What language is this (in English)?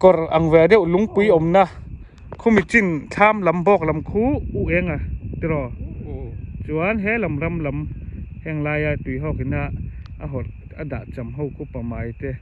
Mizo